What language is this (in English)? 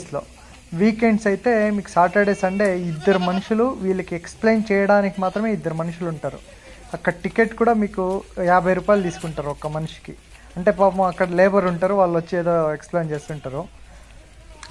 Telugu